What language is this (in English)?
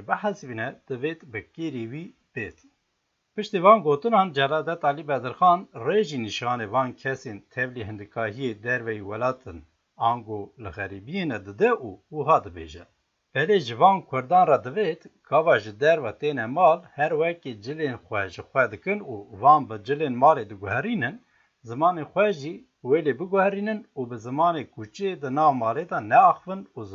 Kurdish